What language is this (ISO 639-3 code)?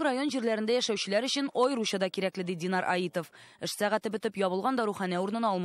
tat